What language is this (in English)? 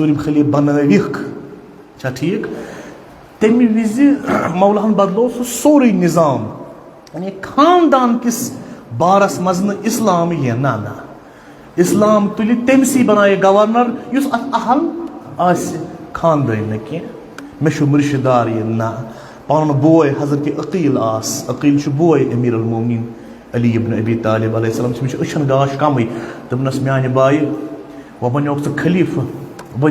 Kashmiri